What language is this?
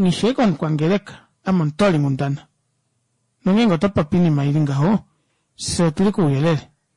Kuanyama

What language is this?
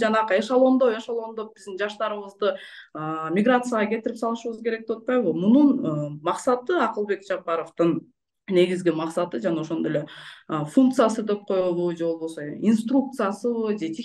Kyrgyz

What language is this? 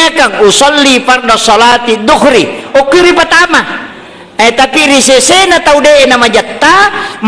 Buginese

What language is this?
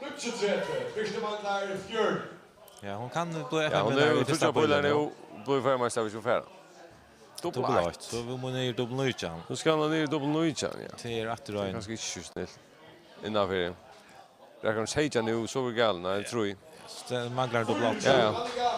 Faroese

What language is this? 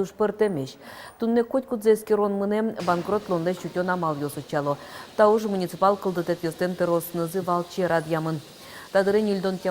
Udmurt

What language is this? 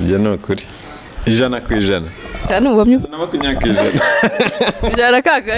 Kinyarwanda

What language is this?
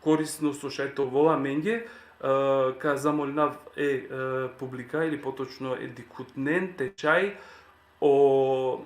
Balkan Romani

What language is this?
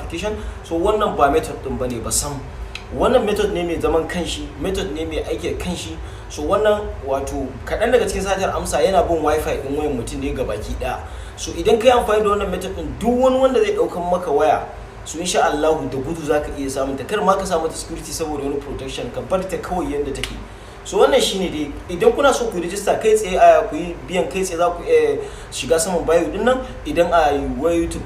Hausa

